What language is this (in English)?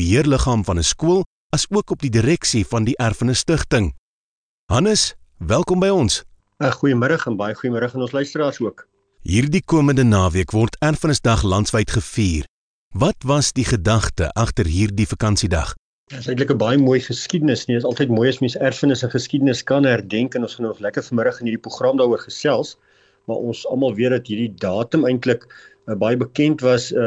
Afrikaans